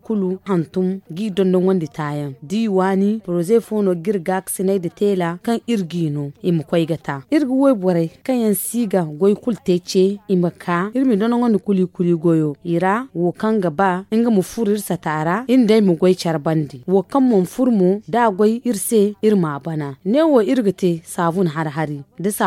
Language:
Zarma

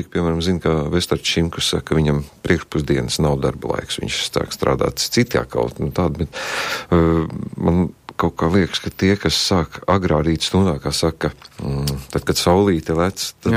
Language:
Latvian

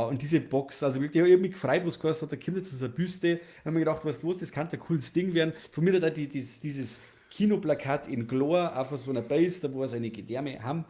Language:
Bavarian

